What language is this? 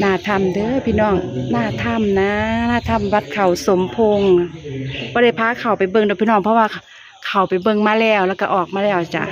Northeastern Thai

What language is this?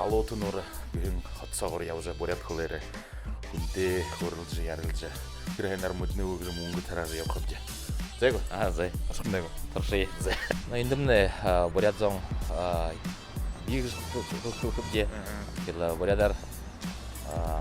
Buriat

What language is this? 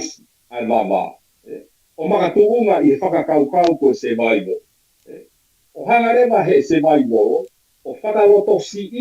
Tongan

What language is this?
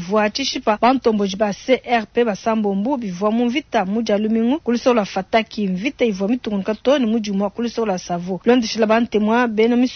Luba-Lulua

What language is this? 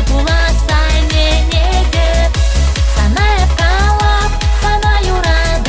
Chuvash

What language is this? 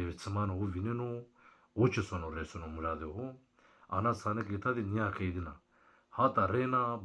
Zaza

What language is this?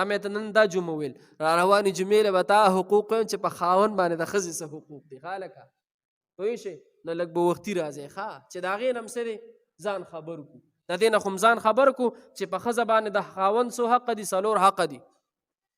Pashto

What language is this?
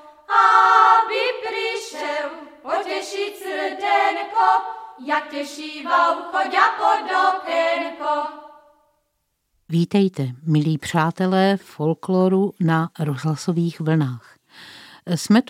Czech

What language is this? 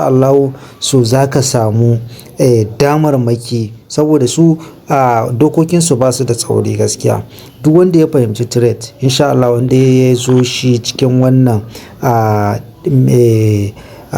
Hausa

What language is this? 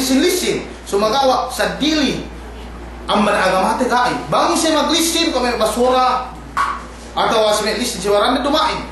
Yakan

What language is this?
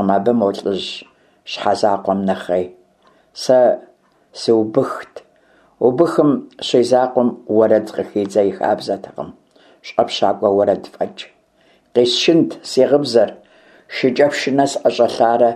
Kabardian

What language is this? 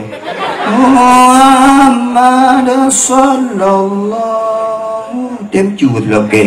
Achinese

